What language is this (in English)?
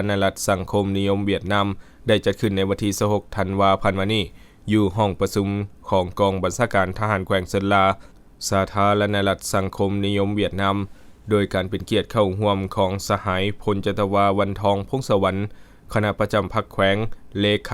Lao